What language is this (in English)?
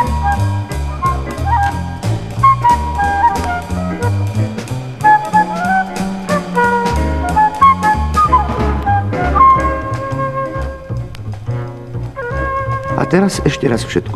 Slovak